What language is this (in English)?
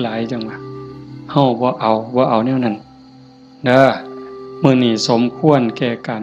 Northeastern Thai